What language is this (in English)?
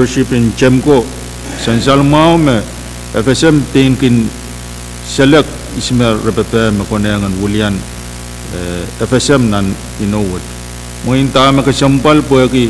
Pohnpeian